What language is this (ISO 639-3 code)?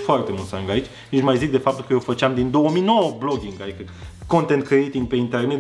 ron